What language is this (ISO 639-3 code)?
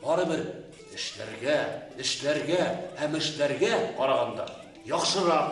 bak